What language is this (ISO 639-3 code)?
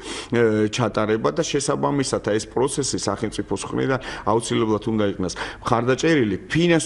kat